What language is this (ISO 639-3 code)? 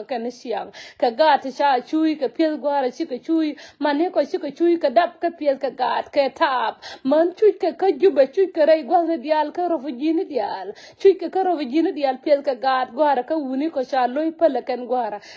nus